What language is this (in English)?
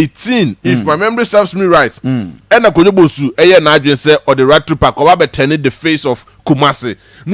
Akan